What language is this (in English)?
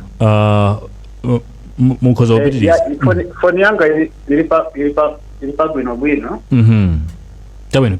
Nyanja